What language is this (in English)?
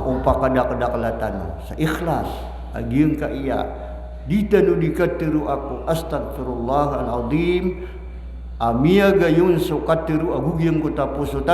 Maranao